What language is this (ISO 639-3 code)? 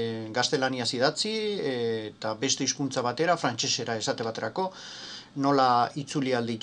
eus